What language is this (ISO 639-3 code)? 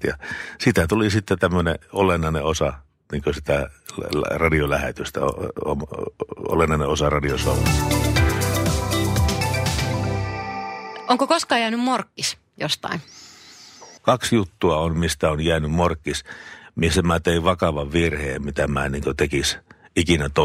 fin